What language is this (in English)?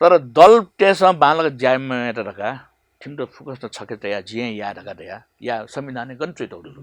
Newari